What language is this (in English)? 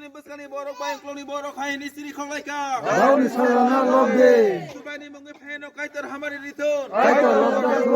Kok Borok